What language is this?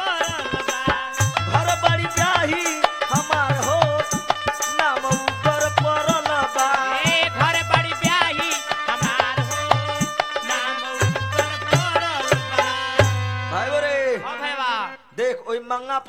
Bhojpuri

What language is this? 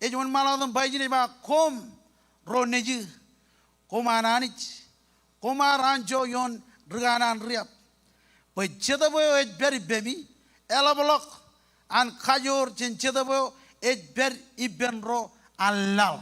Marshallese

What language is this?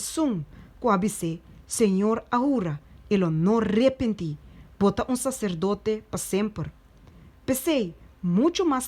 Papiamento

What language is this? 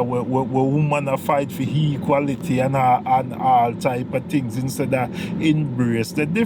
Jamaican Creole English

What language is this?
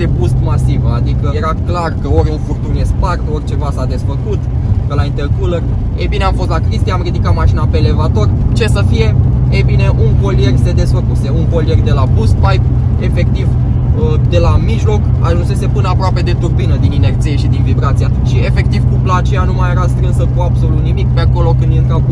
Romanian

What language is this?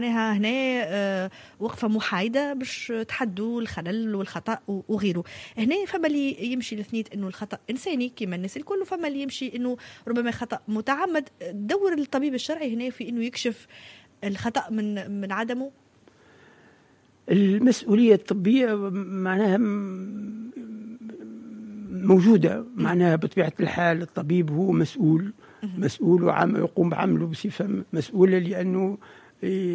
Tunisian Arabic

